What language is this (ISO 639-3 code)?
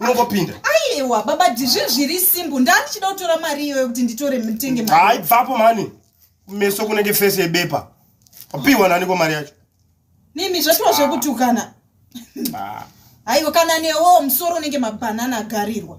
sna